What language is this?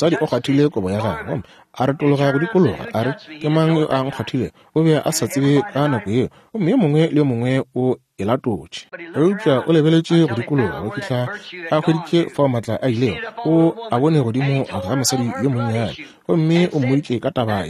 Northern Sotho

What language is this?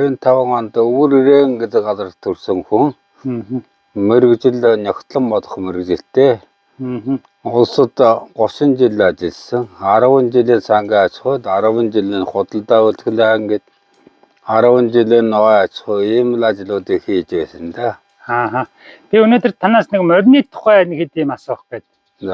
Mongolian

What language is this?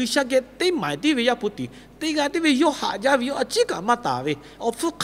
Lahu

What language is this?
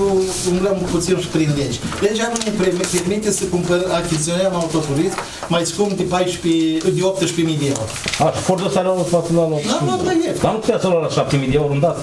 Romanian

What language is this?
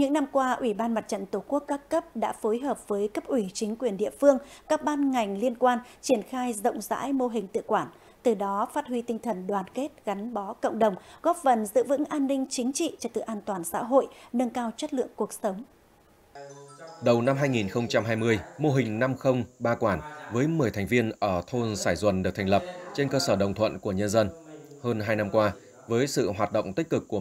Vietnamese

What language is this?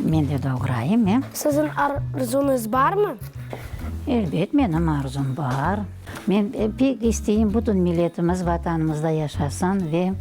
Crimean Tatar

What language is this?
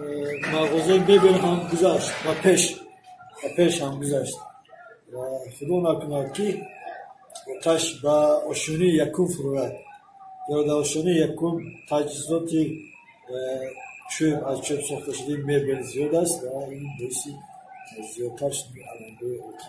Tajik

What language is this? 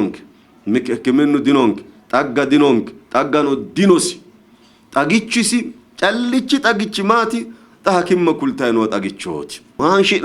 Sidamo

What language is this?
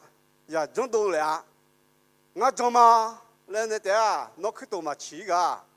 Akha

